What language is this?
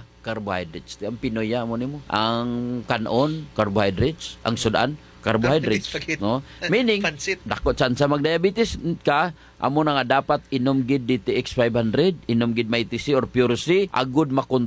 Hiligaynon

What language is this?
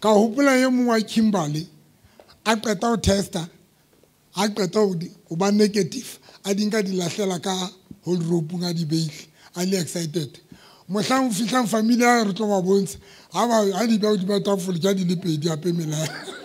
Southern Sotho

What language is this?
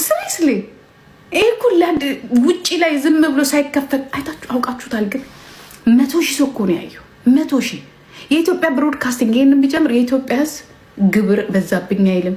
Amharic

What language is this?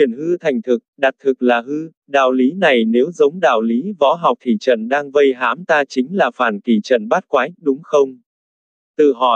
Vietnamese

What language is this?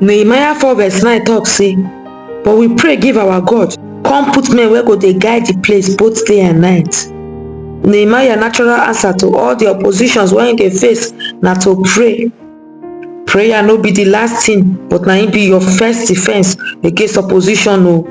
Nigerian Pidgin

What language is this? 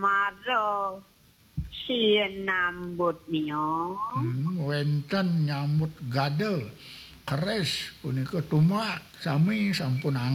Balinese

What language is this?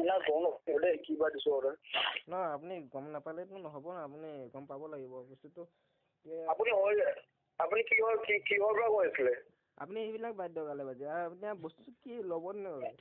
Assamese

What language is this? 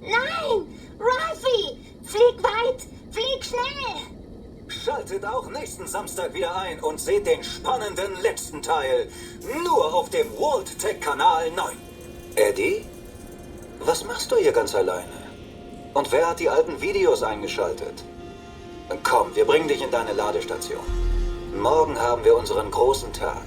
Bavarian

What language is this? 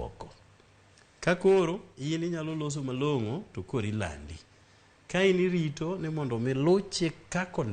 Luo (Kenya and Tanzania)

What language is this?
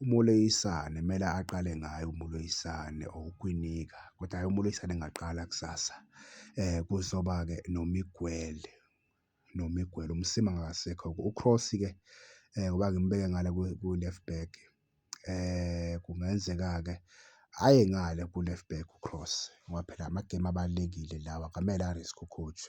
Zulu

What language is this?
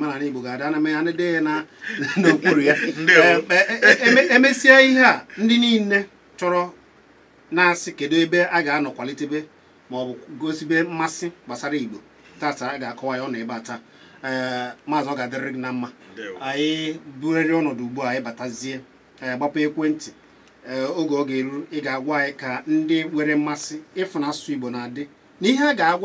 Igbo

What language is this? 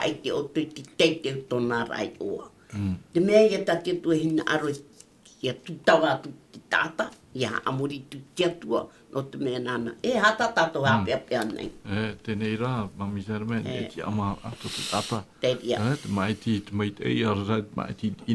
Tahitian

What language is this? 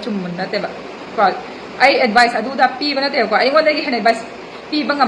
Manipuri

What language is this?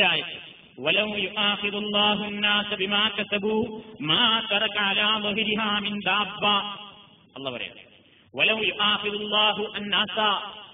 Malayalam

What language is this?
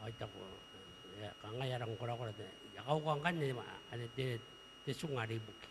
Gilbertese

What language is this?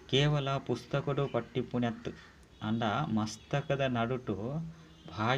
Tulu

